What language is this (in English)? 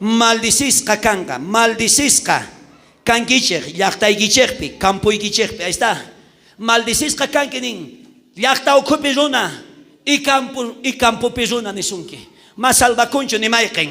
South Bolivian Quechua